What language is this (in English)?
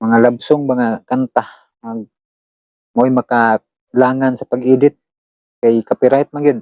Cebuano